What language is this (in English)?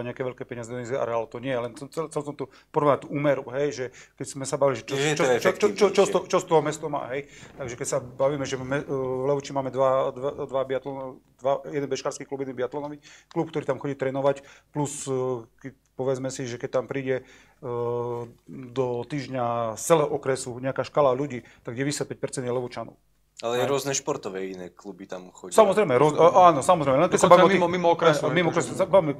Slovak